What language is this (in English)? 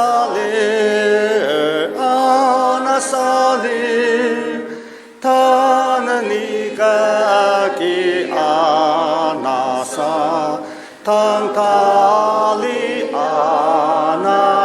Ao Naga